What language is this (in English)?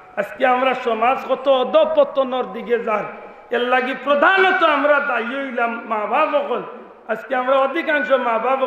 Sylheti